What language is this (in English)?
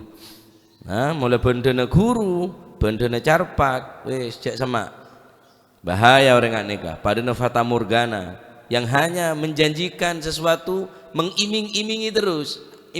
Madurese